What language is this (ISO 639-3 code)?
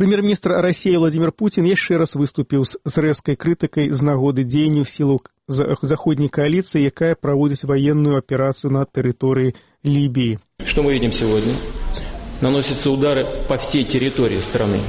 bel